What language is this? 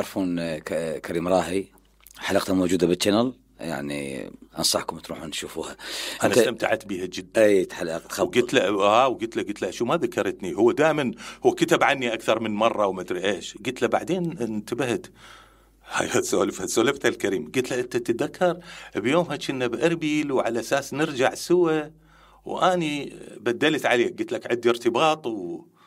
Mesopotamian Arabic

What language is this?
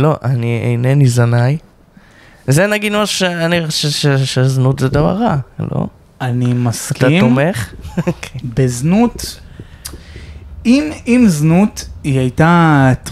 Hebrew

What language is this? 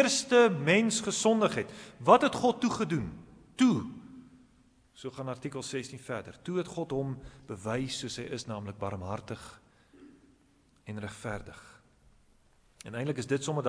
Afrikaans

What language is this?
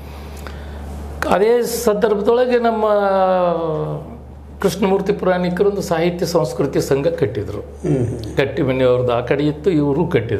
Kannada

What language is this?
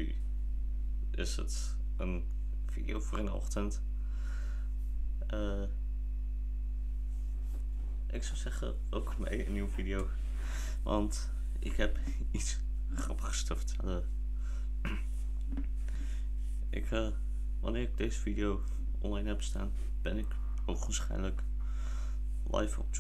Dutch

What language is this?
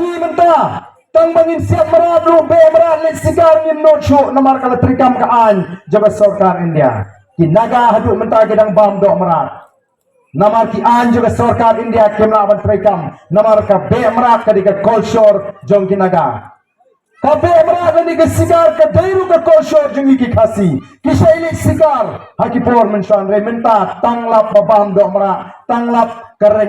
Khasi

